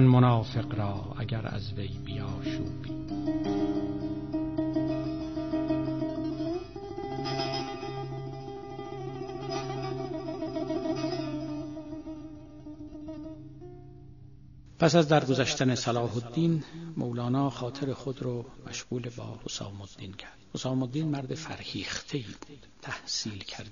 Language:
Persian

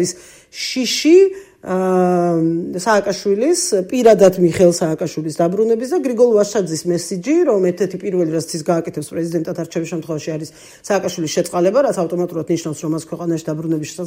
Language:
Georgian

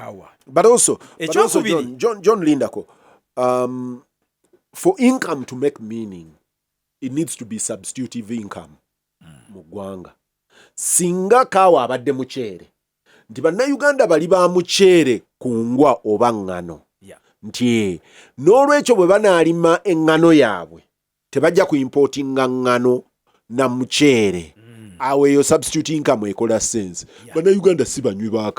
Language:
Ganda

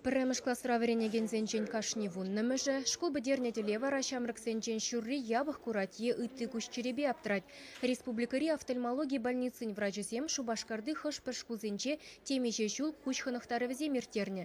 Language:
Chuvash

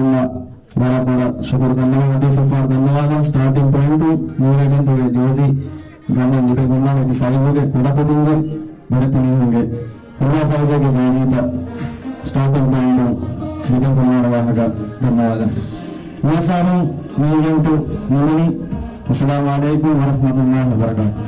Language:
Divehi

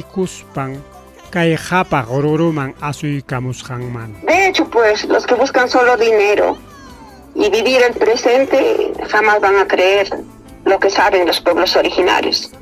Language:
Ayacucho Quechua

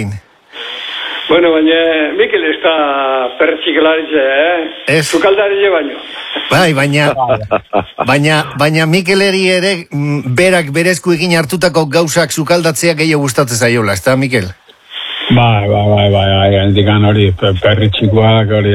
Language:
Basque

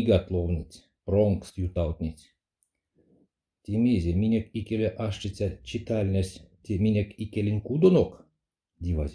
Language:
Erzya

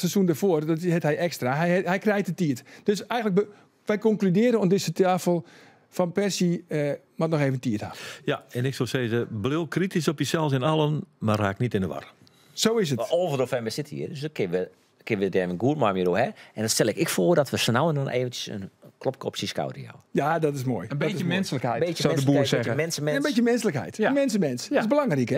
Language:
Western Frisian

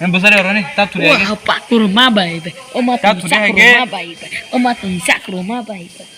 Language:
Kok Borok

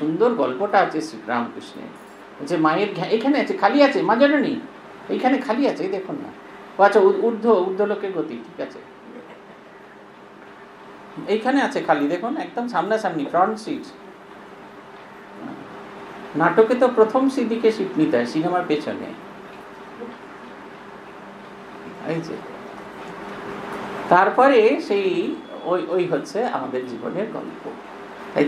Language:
Bangla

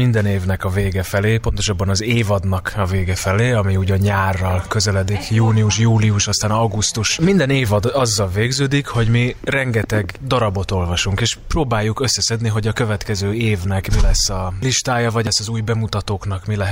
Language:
Hungarian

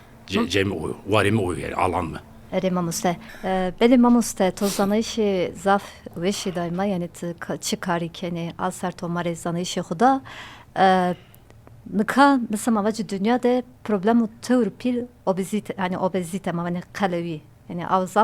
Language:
Zaza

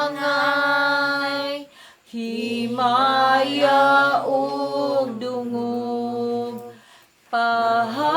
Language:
Cebuano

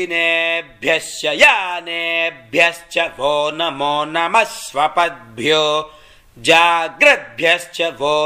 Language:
Sanskrit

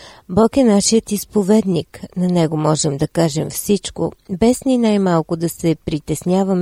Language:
Bulgarian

